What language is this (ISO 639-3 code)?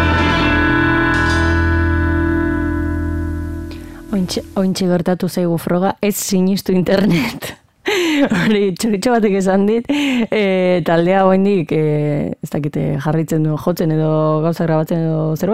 eus